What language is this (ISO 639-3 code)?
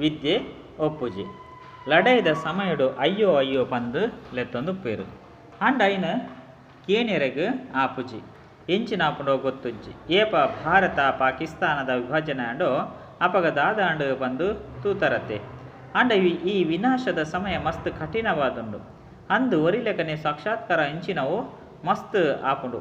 tcy